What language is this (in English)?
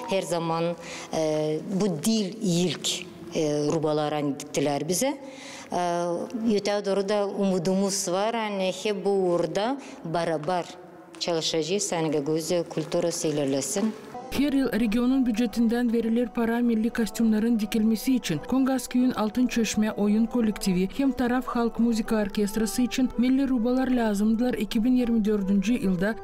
Gagauz